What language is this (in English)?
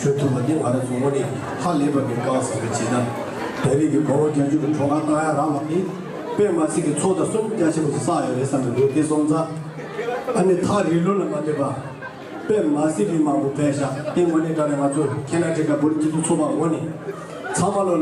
Tibetan